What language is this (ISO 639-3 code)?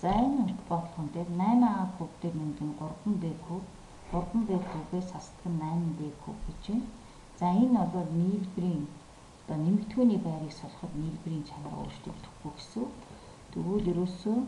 mon